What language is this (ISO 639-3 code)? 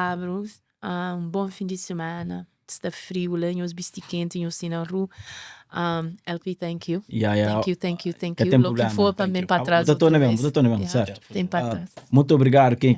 kea